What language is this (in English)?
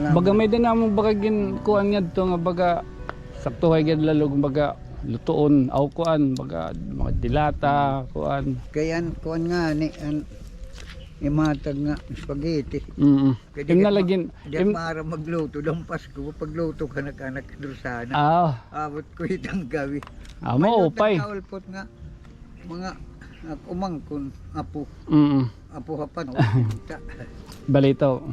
Waray